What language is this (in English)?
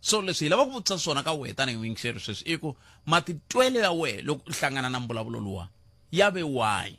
Tsonga